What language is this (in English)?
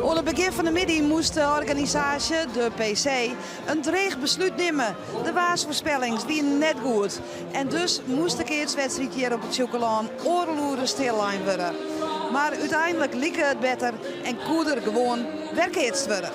Western Frisian